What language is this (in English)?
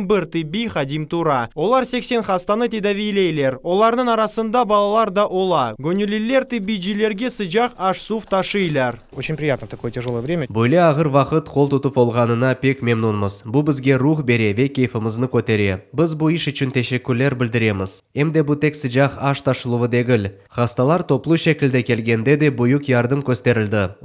Crimean Tatar